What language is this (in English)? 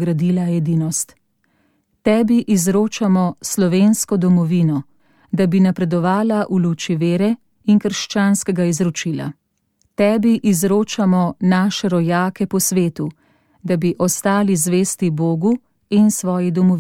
Slovenian